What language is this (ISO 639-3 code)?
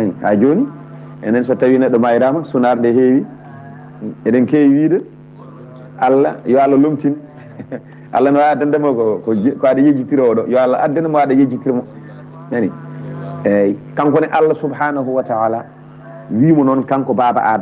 ful